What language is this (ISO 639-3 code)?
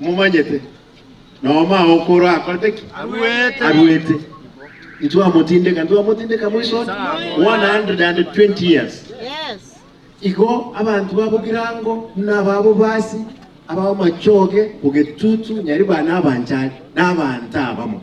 guz